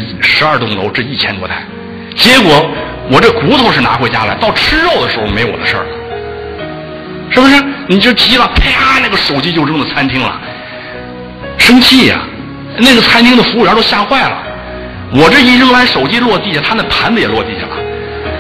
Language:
Chinese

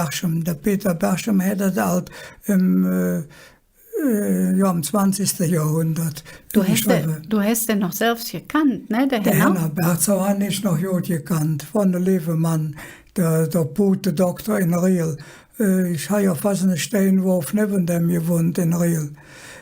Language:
Colognian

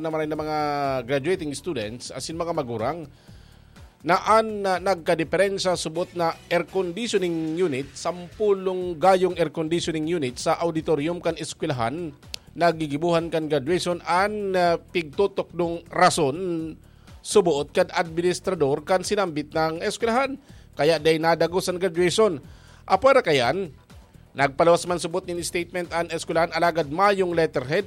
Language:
Bikol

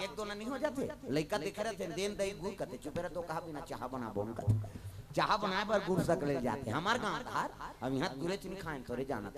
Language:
Chhattisgarhi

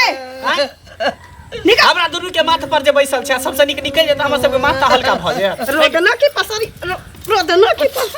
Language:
Maithili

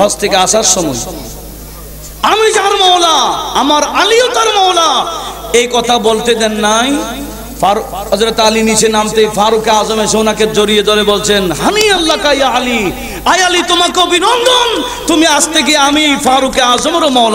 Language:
Bangla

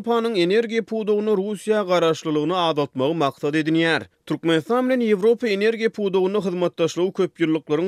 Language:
Turkmen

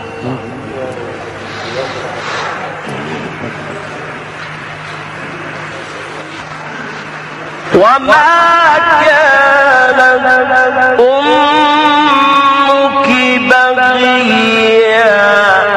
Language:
Arabic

